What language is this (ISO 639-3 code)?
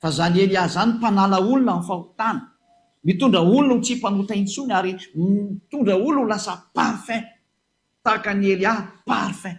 mlg